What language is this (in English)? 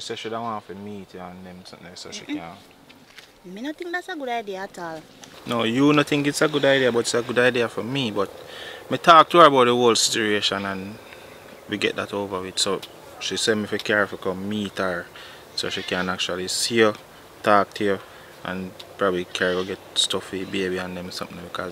Jamaican Creole English